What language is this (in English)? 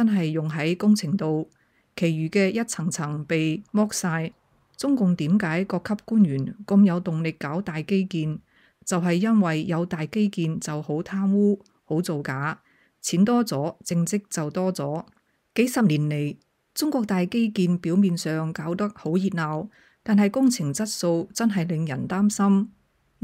Cantonese